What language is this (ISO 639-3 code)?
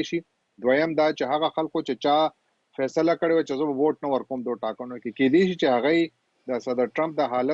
pus